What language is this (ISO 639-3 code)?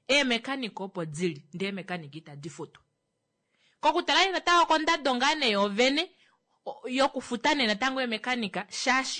kua